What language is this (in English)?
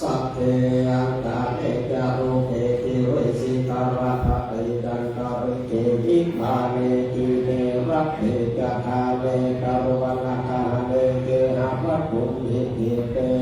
Pali